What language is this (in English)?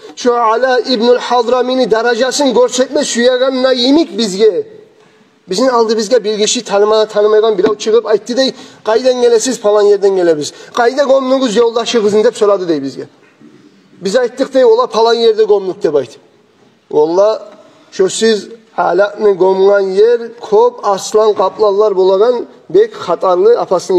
Kumyk